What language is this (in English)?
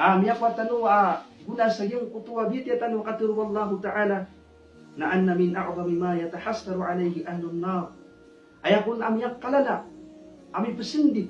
Maranao